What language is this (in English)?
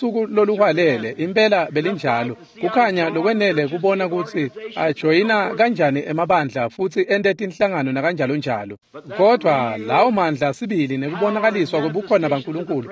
Swati